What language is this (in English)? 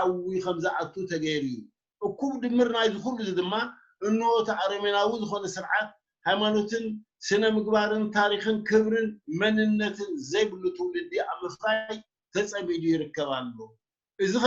Tigrinya